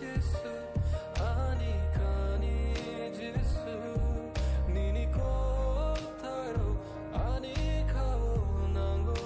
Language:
Kok Borok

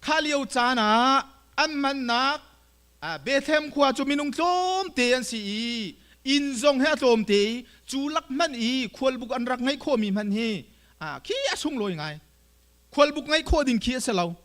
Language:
Hakha Chin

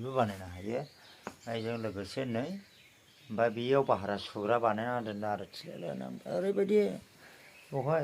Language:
Bodo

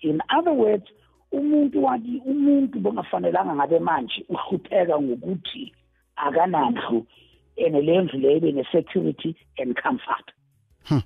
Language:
South Ndebele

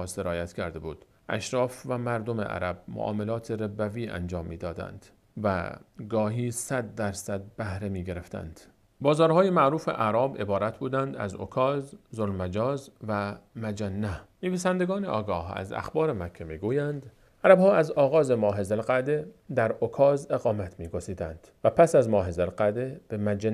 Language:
Persian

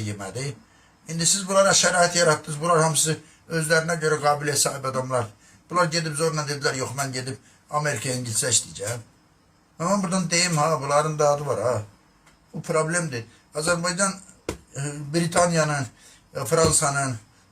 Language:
Azerbaijani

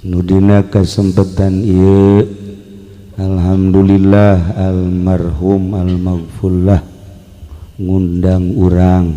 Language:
Sundanese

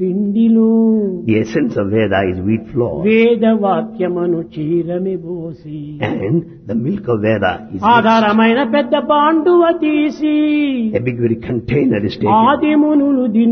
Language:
Telugu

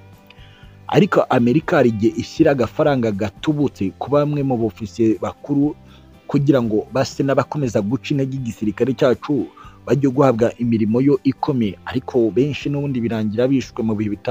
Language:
Kinyarwanda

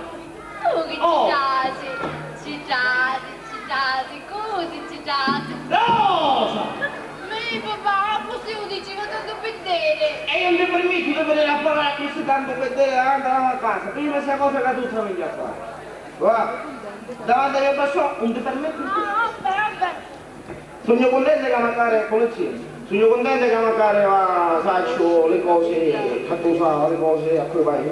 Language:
Sicilian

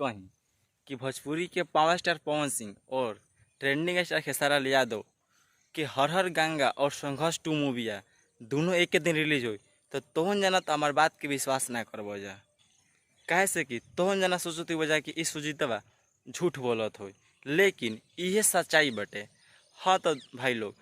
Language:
Bhojpuri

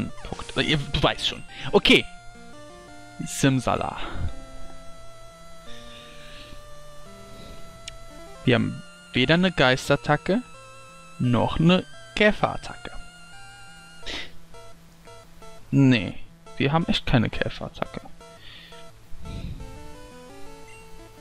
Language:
German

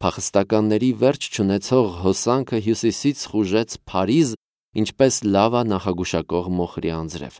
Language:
Armenian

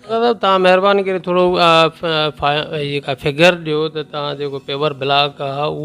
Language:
Sindhi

